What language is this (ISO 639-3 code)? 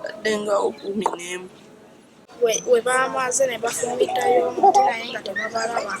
lug